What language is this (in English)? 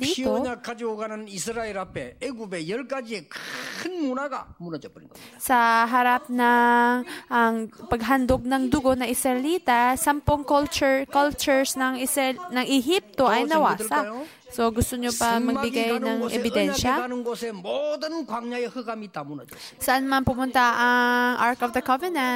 Filipino